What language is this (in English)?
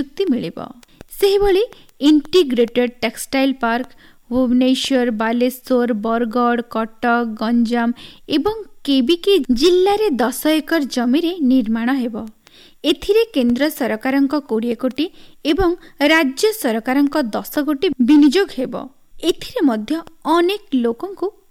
Odia